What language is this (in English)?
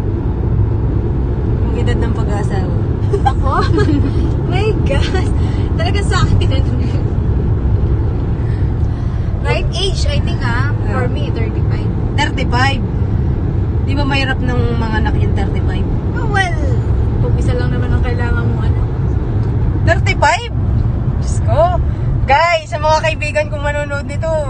Filipino